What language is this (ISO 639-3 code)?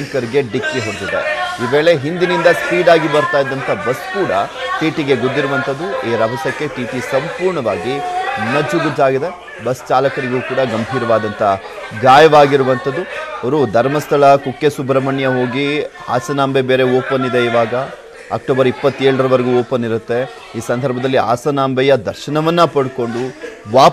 kan